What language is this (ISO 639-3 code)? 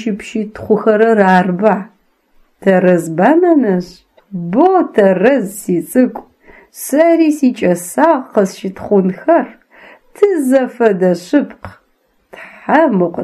ady